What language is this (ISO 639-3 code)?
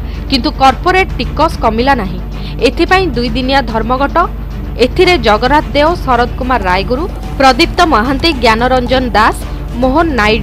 ori